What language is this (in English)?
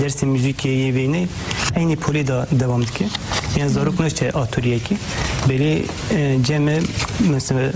Kurdish